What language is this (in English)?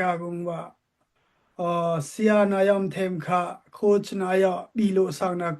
Daai Chin